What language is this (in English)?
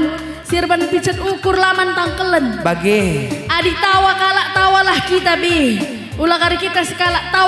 Batak Karo